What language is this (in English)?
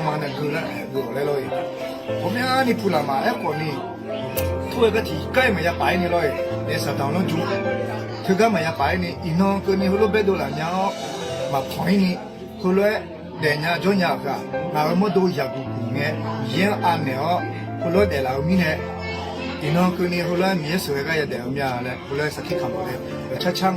Akha